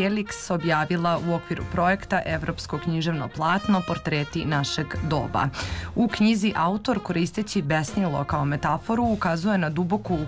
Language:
Serbian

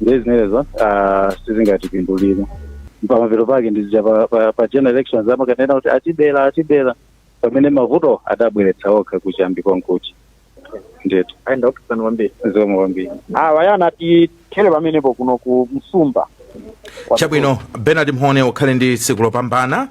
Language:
Nyanja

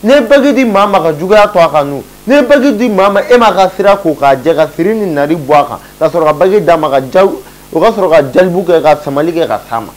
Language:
Bambara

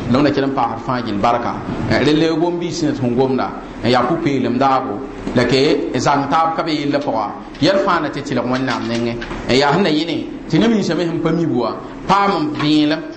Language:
Mossi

